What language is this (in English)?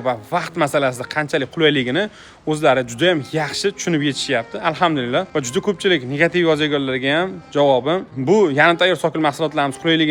Uzbek